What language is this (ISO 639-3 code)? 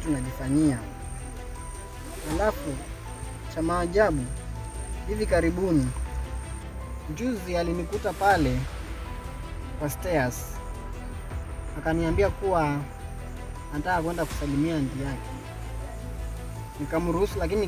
swa